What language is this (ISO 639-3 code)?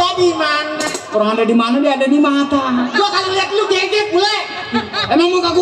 bew